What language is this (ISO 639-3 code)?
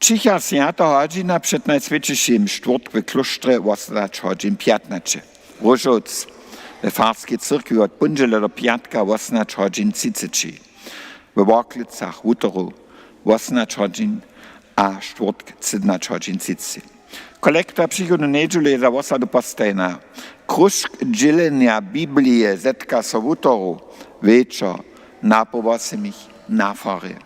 hsb